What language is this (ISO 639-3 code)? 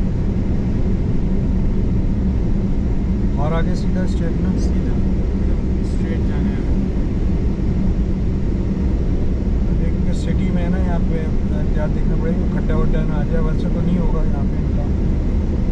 hin